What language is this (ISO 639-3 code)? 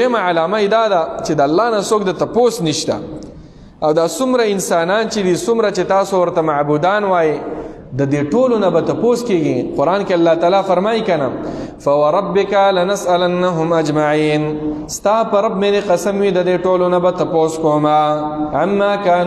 pus